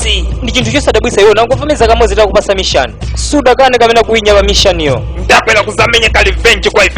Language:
Nyanja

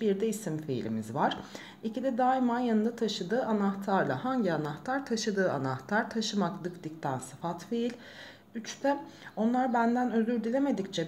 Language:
Turkish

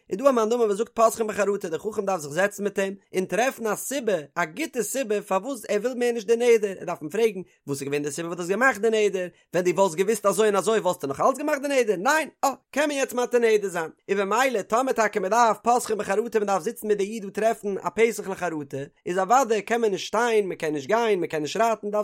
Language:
Yiddish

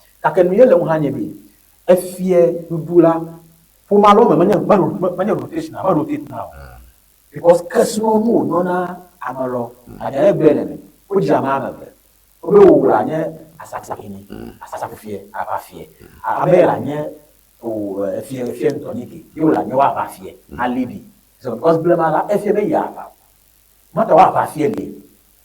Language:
Ewe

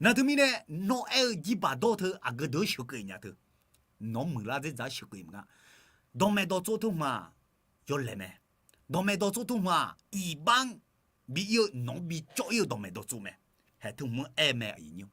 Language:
Akha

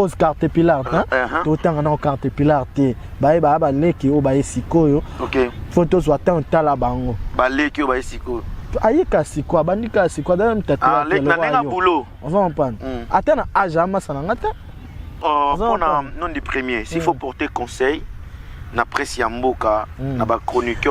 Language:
Lingala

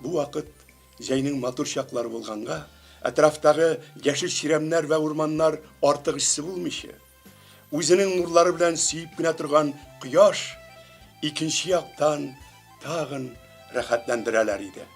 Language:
Tatar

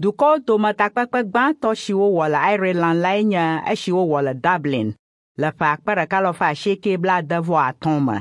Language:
Ewe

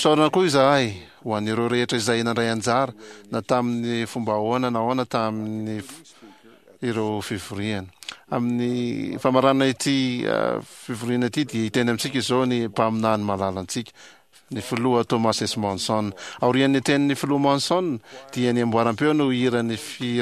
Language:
Malagasy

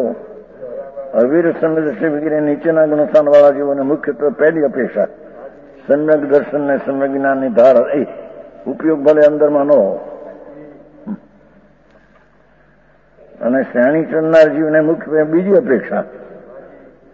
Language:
Gujarati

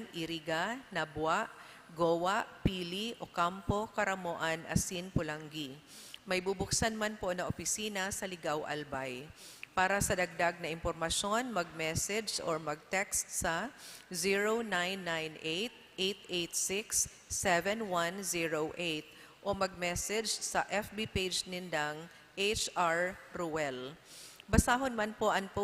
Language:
Bikol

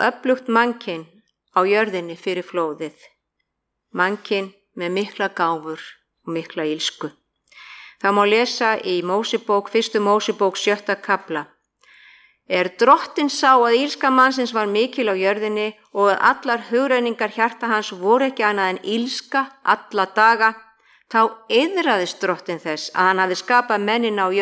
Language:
Icelandic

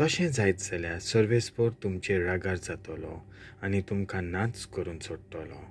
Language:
Konkani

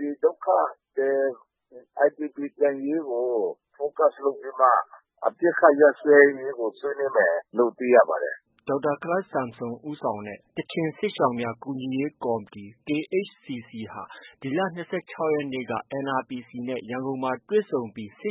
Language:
Burmese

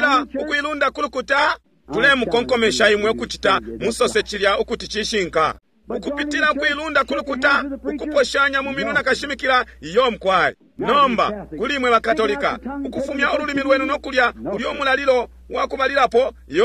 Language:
Bemba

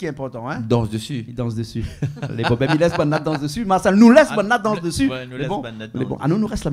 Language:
Réunion Creole French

